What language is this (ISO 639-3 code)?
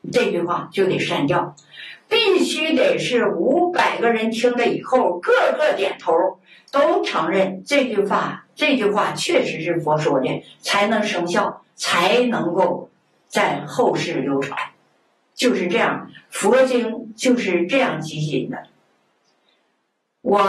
zho